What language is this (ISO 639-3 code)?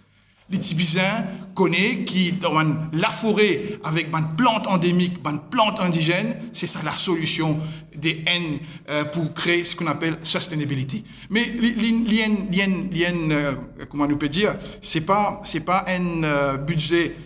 mfe